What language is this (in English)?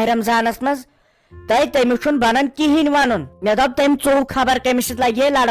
Kashmiri